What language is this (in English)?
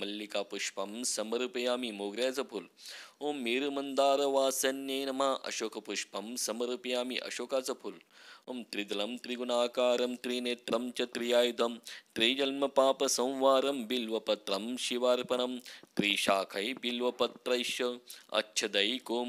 Marathi